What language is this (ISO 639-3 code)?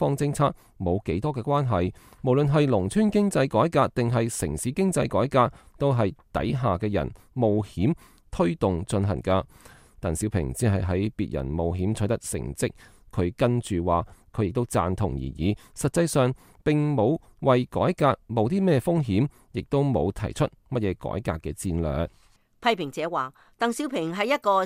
yue